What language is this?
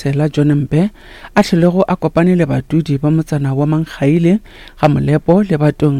Northern Sotho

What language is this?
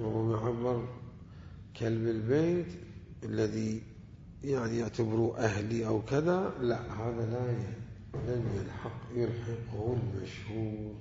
Mesopotamian Arabic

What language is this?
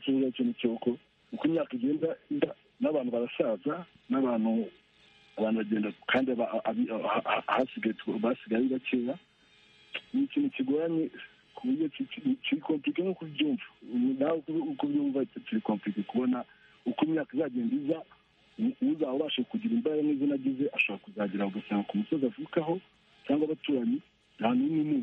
Kinyarwanda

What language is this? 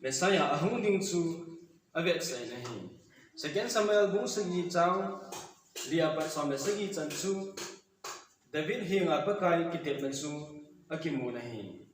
Thado Chin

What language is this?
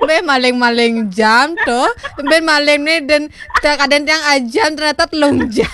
Balinese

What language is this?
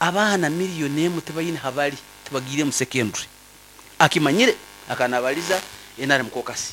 Nyankole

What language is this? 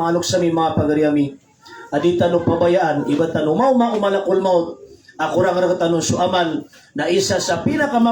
Maranao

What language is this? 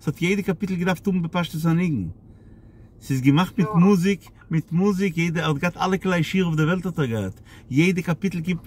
Yiddish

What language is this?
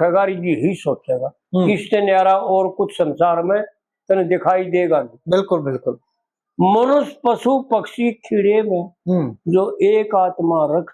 Haryanvi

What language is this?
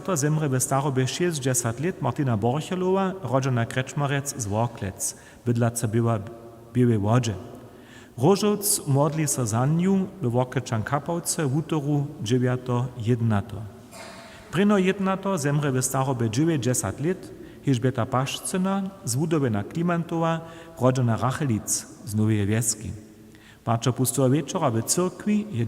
Upper Sorbian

